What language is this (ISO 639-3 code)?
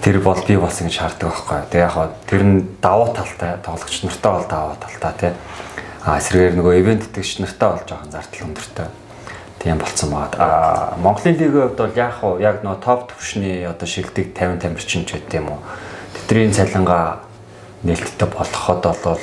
mon